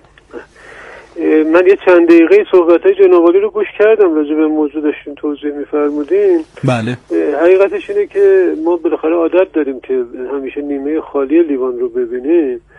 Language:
Persian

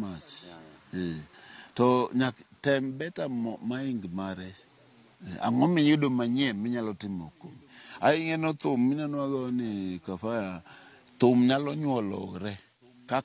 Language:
Luo (Kenya and Tanzania)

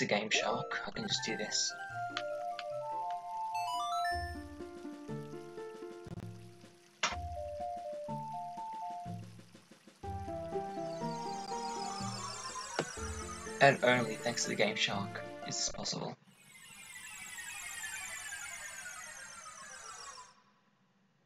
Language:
English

